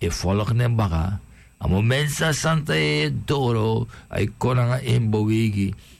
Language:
Sranan Tongo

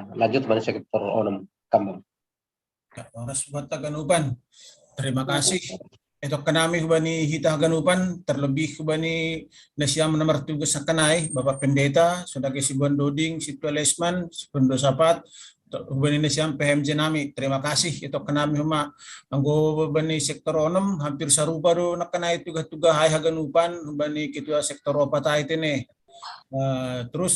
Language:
Batak Simalungun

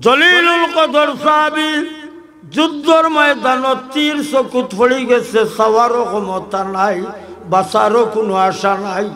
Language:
Sylheti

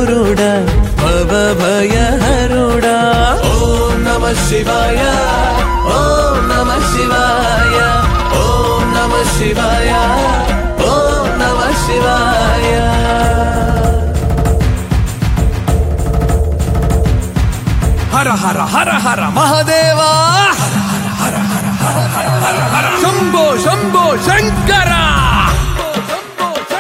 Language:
Telugu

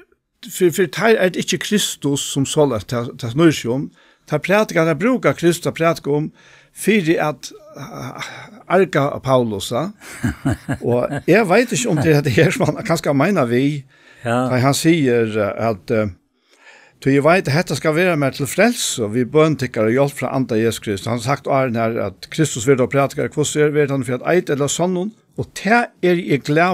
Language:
Faroese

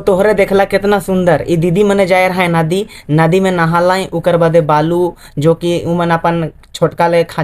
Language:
Sadri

